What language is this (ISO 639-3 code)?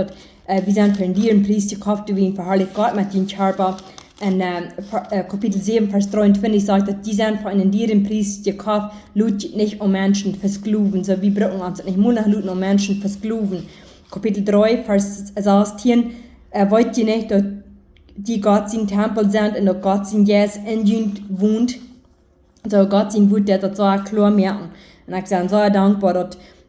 pdt